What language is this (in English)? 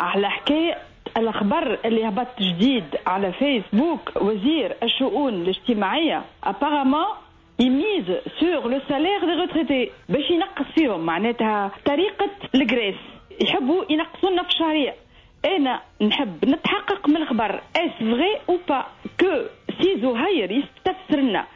Tunisian Arabic